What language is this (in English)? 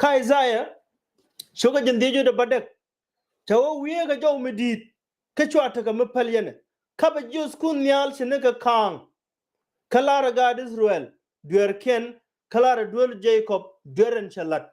Nuer